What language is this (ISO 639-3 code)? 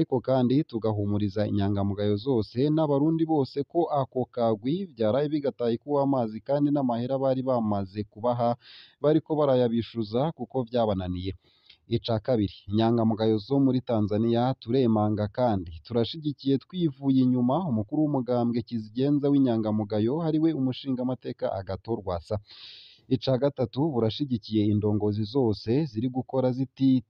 run